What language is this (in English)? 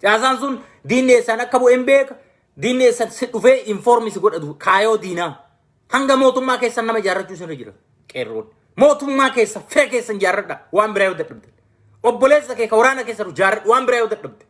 Oromo